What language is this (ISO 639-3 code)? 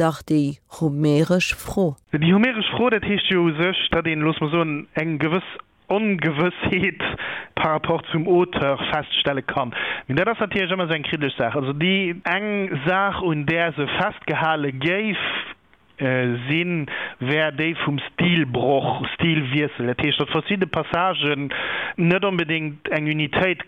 ltz